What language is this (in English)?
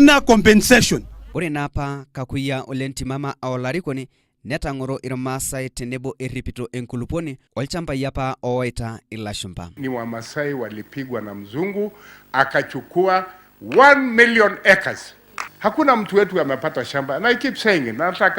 Masai